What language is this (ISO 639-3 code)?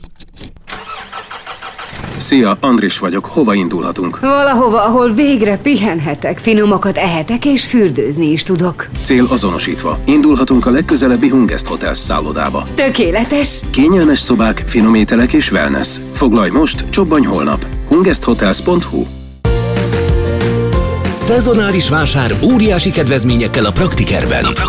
hun